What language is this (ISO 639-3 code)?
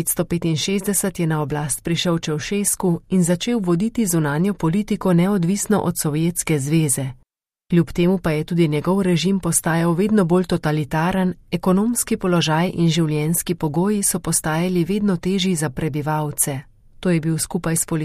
slv